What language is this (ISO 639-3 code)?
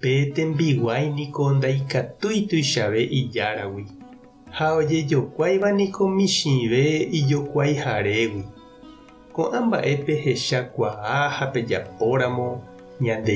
grn